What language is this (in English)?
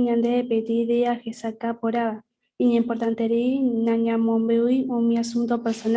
Guarani